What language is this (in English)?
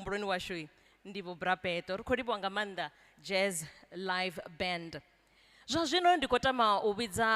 Venda